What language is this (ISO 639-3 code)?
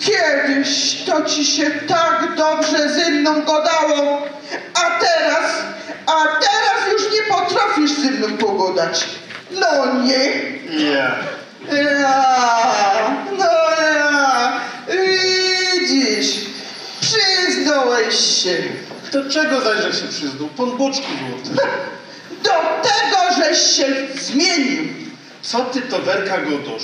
szl